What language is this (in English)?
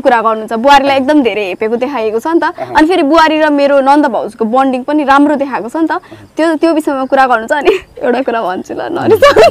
Nepali